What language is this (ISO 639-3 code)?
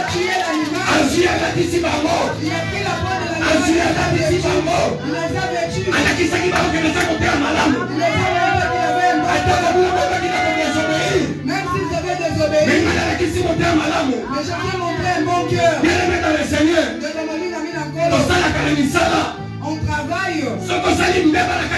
fra